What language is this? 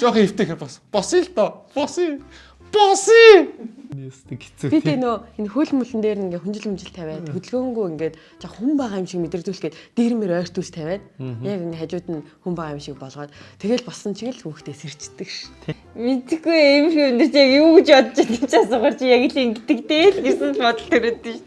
Mongolian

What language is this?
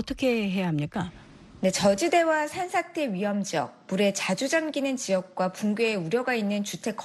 Korean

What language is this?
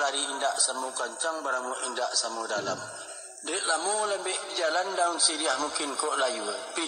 Minangkabau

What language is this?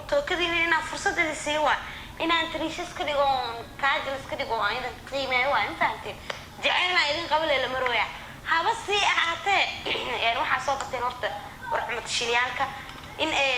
Somali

